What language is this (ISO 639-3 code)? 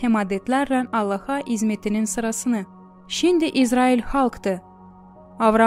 gag